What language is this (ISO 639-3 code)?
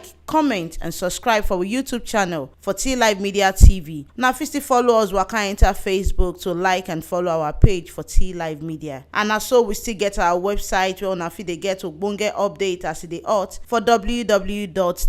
pcm